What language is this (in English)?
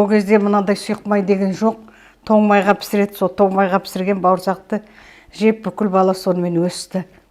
Kazakh